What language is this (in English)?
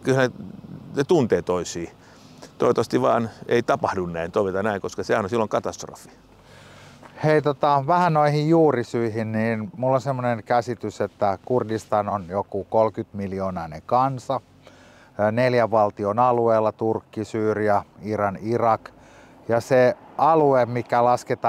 Finnish